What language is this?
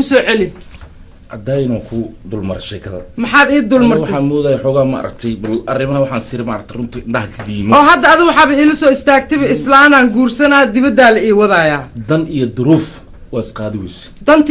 Somali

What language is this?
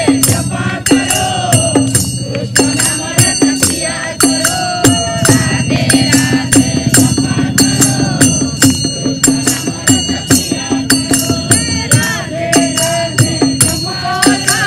Hindi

